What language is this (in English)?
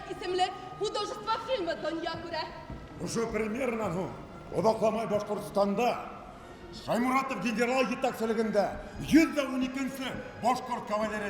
Bashkir